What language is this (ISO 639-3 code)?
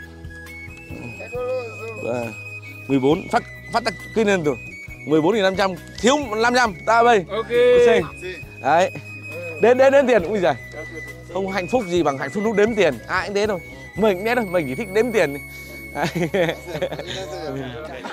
vie